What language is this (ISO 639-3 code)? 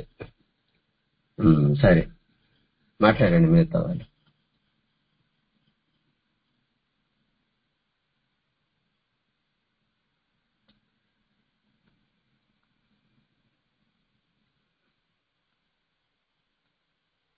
tel